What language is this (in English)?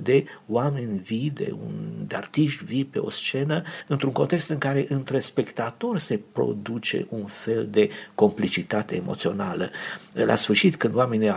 Romanian